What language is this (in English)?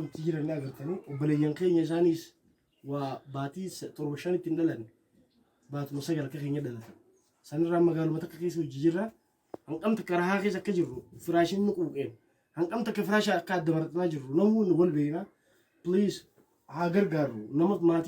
Oromo